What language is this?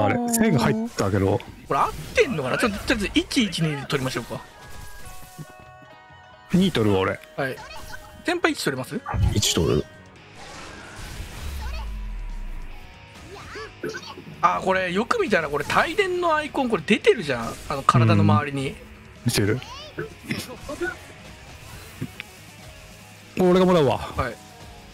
Japanese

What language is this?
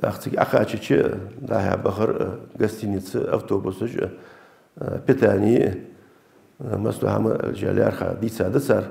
Ingush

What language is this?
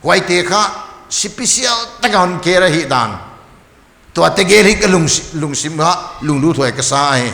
Paite Chin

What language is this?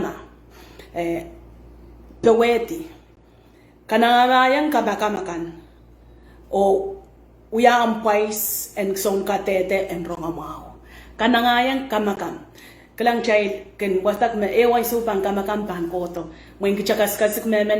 Pohnpeian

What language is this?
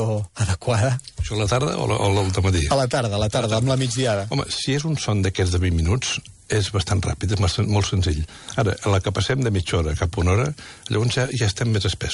Catalan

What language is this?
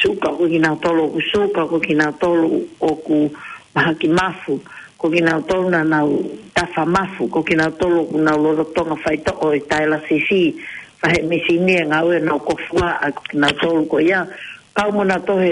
Tongan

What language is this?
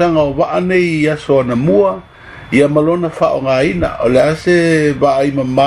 Samoan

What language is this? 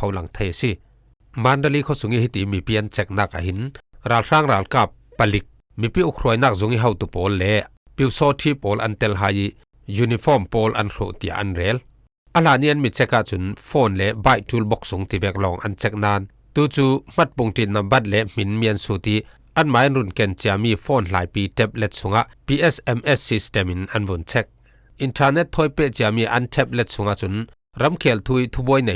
Falam Chin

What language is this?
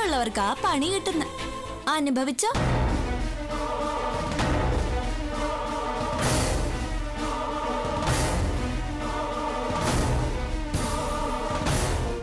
Malayalam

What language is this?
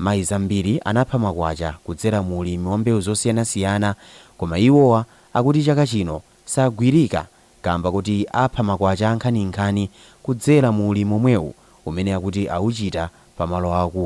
Nyanja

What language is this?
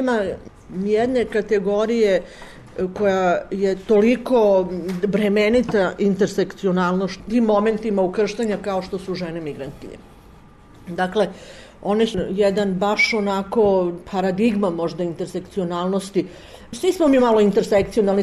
Serbian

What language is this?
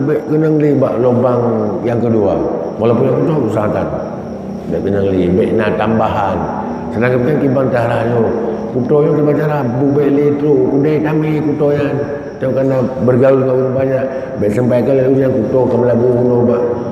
Achinese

